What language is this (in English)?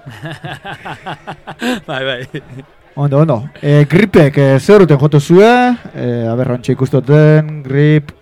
Basque